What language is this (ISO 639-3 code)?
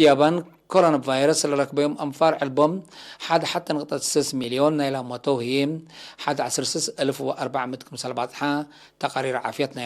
tig